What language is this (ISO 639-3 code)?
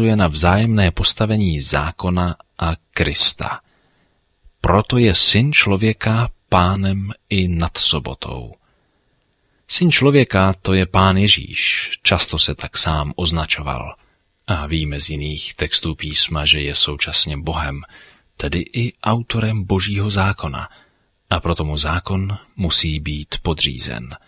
ces